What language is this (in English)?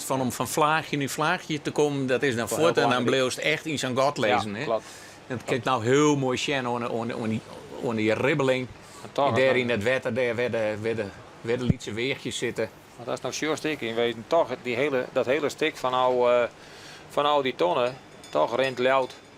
Western Frisian